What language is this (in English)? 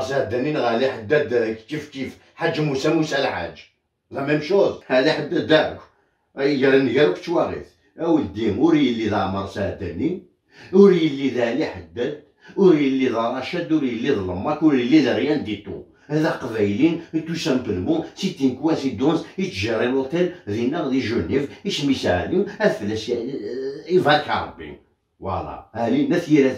Kabyle